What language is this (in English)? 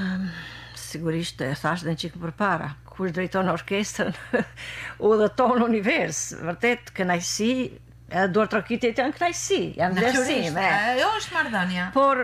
Albanian